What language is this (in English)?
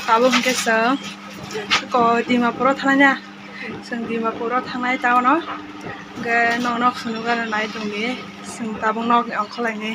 Kok Borok